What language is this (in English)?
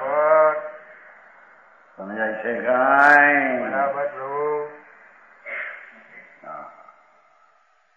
Gujarati